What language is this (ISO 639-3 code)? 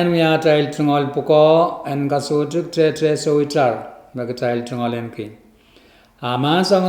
pon